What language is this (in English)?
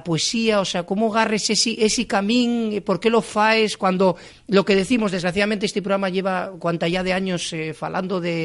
Asturian